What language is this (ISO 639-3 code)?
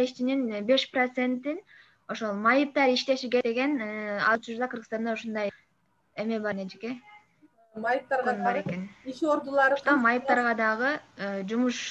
kir